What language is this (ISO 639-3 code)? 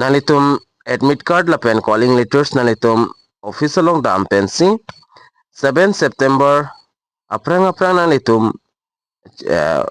mjw